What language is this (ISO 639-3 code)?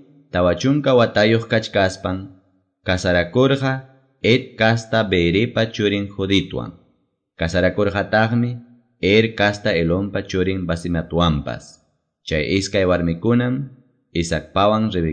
que